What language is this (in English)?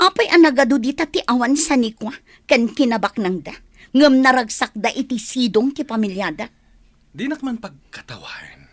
Iloko